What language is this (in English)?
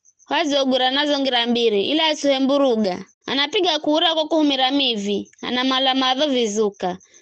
Giryama